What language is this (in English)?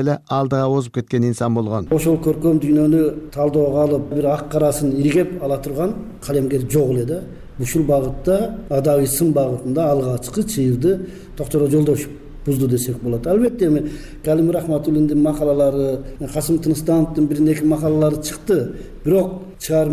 Kyrgyz